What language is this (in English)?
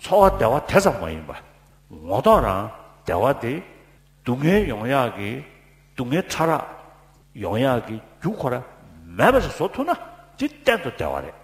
Tibetan